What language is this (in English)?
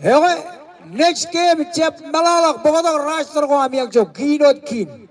Marshallese